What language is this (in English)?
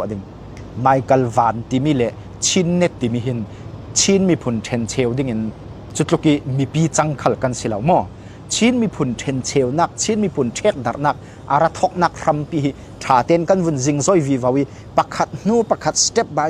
Falam Chin